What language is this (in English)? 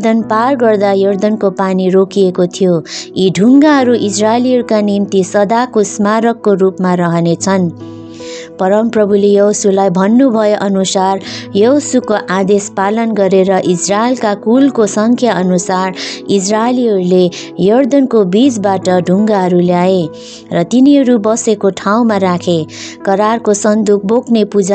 Nepali